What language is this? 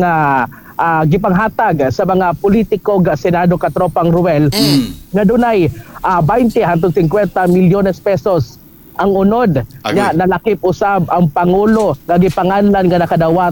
Cebuano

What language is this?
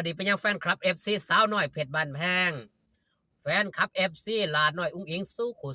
Northeastern Thai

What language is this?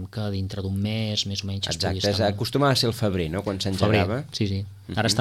Catalan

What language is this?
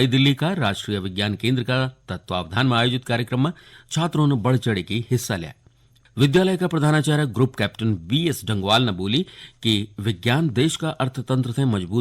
Garhwali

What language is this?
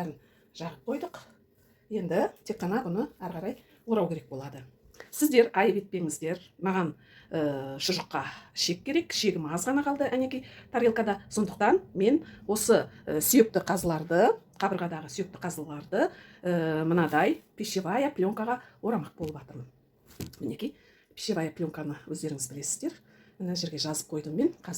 Kazakh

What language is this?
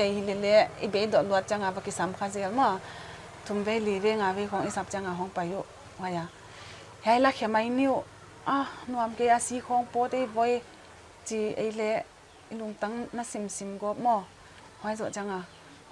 Paite Chin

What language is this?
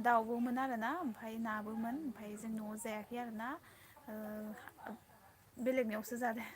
Bodo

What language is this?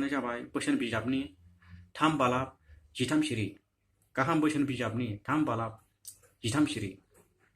Bodo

